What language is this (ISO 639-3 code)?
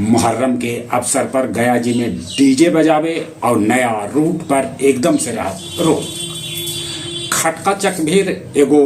mag